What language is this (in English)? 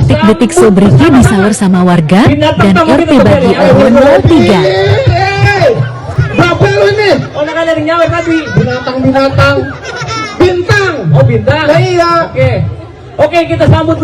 Betawi